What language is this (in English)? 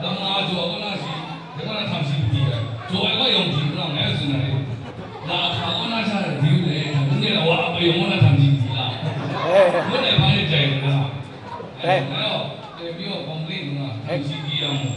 Kachin